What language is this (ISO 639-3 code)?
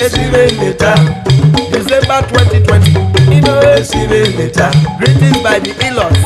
urh